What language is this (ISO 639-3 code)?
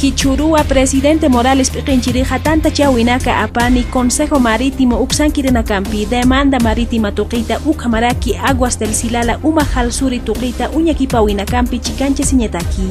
aym